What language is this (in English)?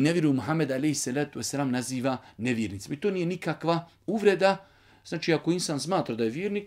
Bosnian